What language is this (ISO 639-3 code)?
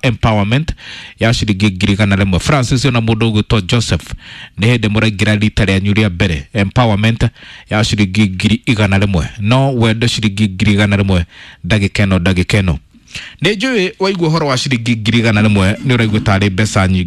kik